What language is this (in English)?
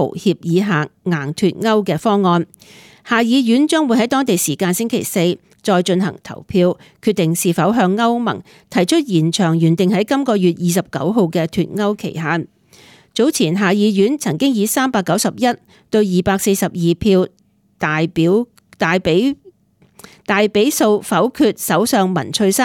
Cantonese